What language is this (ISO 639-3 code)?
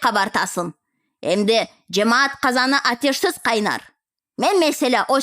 crh